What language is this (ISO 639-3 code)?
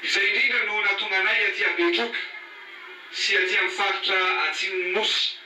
mlg